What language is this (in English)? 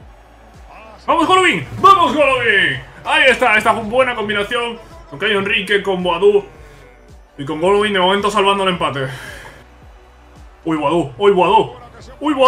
Spanish